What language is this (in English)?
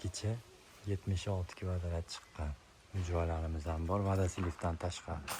Uzbek